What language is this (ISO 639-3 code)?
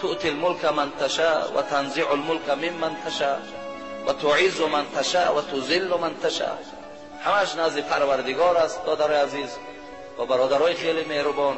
tgk